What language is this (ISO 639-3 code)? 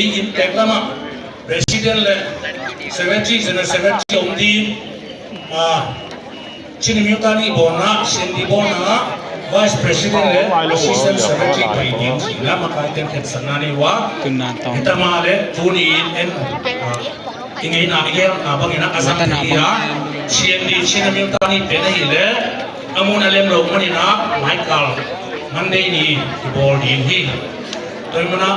ctd